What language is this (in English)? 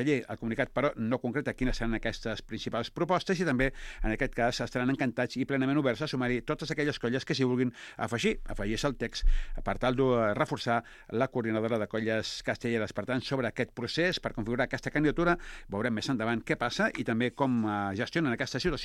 Catalan